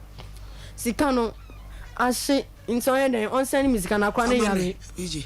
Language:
Akan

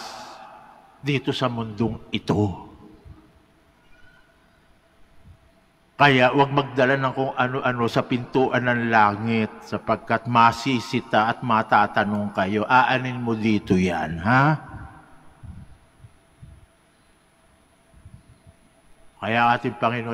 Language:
Filipino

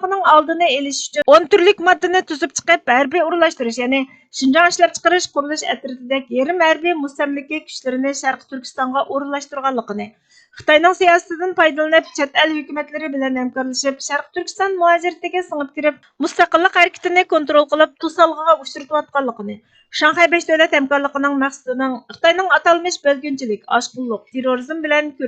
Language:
Uyghur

